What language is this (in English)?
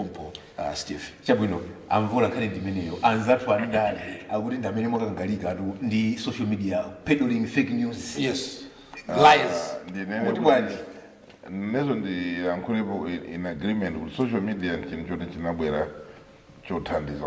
Nyanja